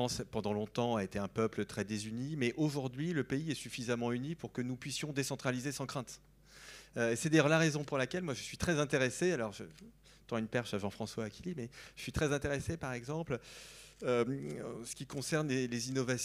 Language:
French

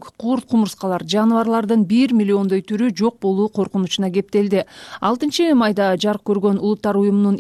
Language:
Kyrgyz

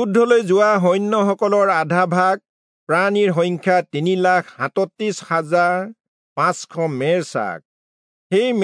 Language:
Assamese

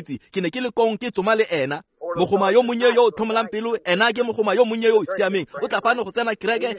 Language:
Tswana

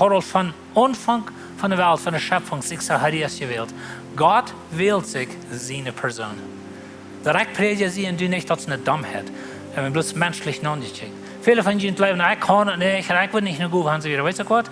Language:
Plautdietsch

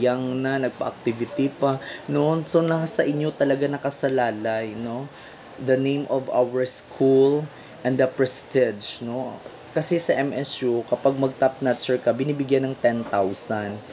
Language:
Filipino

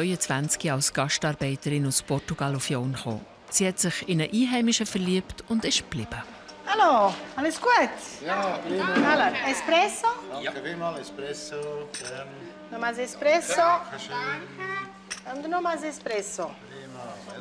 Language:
Swiss German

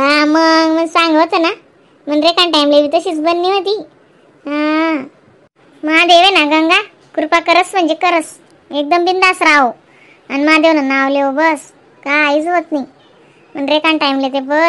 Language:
Khandesi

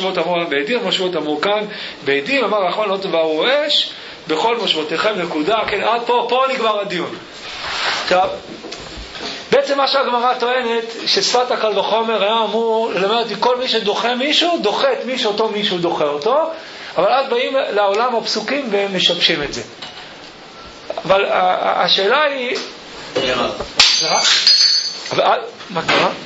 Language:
Hebrew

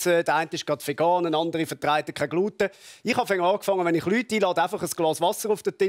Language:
Swiss German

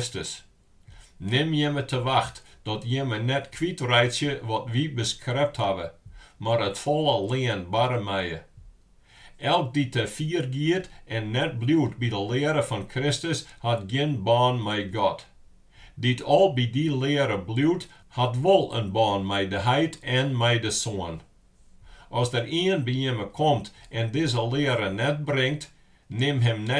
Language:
Western Frisian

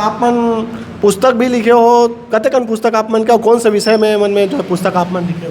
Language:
Chhattisgarhi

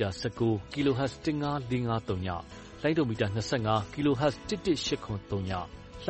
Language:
Burmese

